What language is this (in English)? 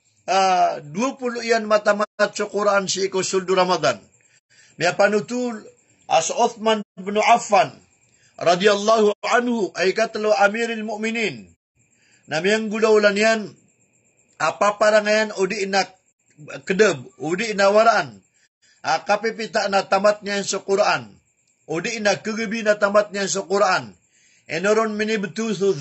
Maranao